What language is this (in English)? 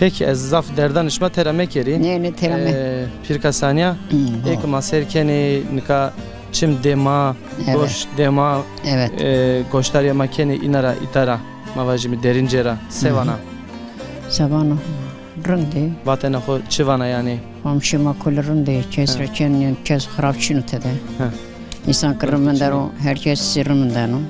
Zaza